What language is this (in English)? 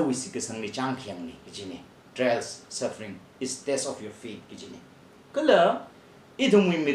Tangkhul Naga (India)